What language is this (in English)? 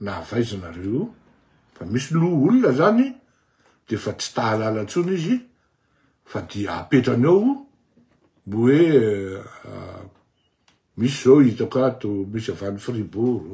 Malagasy